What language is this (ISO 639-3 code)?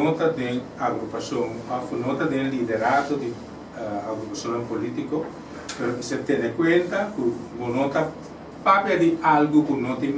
pap